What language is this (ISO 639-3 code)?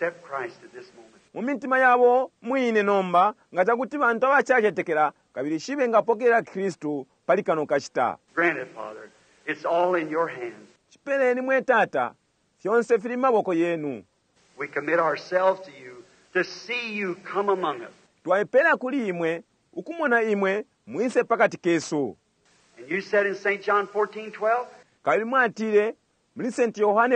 bem